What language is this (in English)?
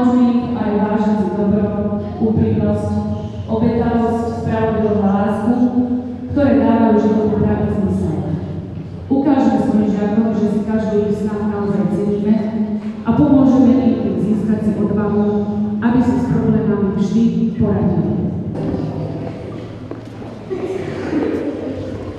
Slovak